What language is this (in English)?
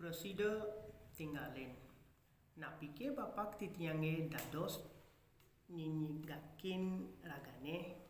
Balinese